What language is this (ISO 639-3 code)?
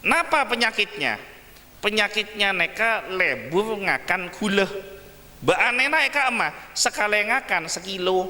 mad